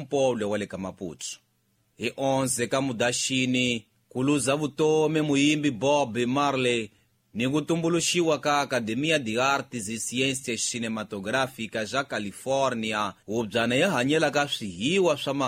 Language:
Tsonga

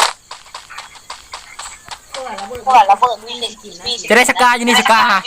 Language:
Lao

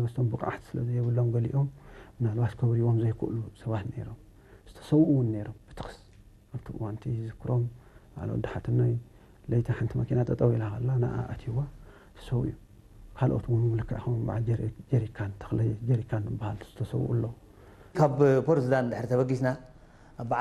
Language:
Tigrinya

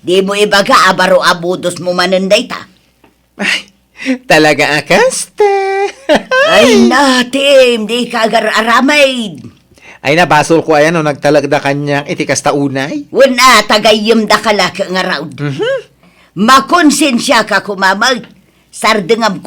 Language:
Iloko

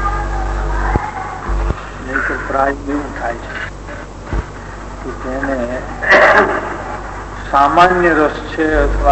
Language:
Gujarati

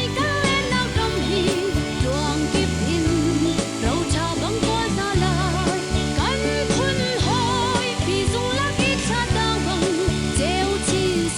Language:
Hakha Chin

